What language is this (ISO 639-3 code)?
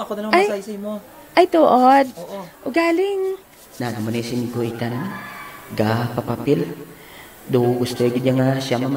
hil